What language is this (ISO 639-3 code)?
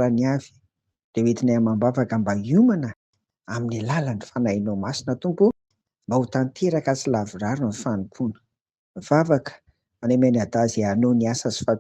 mlg